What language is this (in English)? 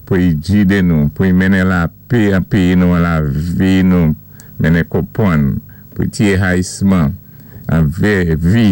Saint Lucian Creole French